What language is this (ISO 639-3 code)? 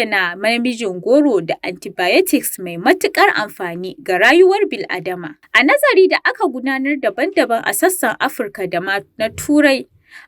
hau